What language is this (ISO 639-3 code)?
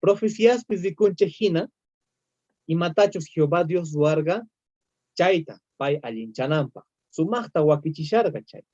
quh